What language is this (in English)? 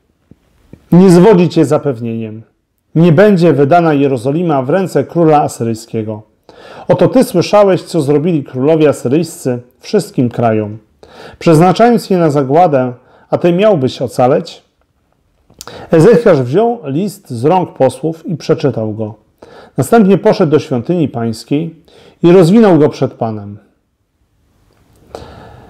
Polish